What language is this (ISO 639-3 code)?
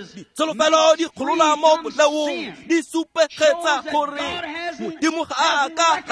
tsn